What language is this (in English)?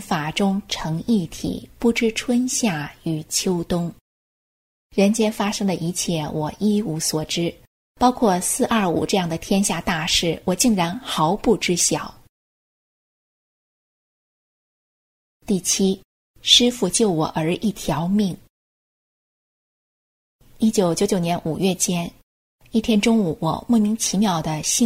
Chinese